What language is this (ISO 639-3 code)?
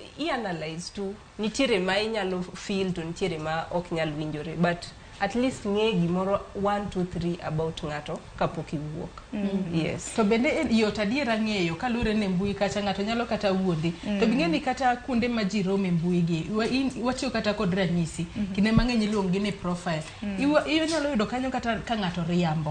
luo